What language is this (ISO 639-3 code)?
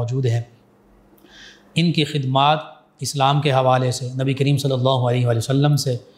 urd